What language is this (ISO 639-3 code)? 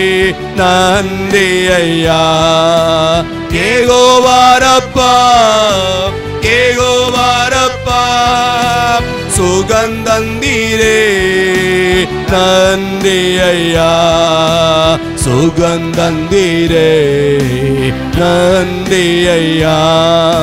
tam